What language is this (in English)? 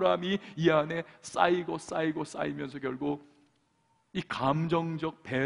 Korean